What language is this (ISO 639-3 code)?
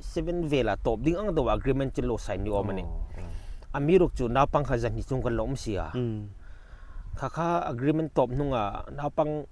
hmr